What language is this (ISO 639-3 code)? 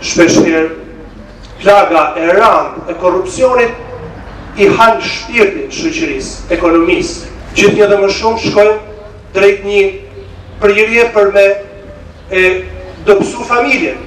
sqi